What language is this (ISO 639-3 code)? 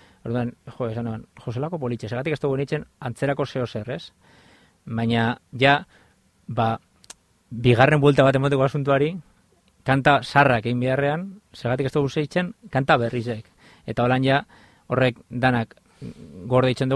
eus